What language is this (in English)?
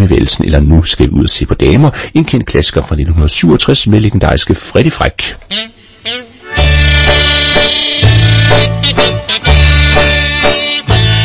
Danish